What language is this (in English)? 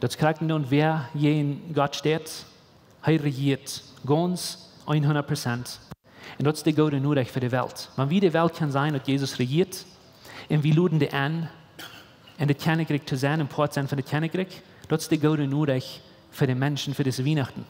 Plautdietsch